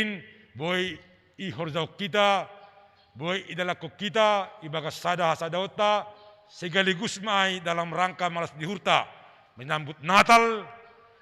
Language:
Batak Simalungun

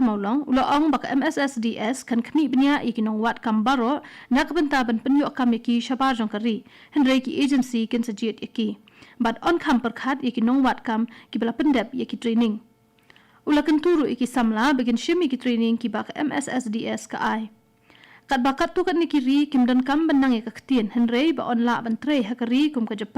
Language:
Khasi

